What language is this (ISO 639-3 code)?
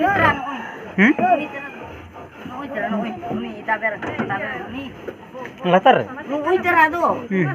sat